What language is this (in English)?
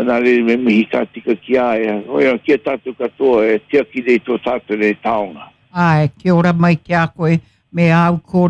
Māori